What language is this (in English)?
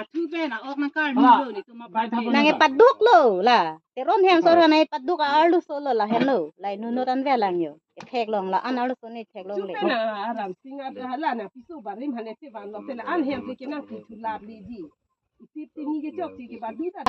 Karbi